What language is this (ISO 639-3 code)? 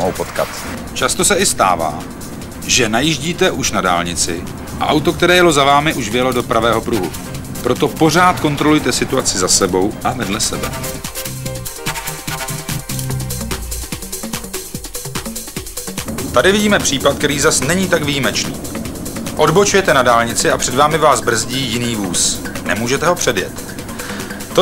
ces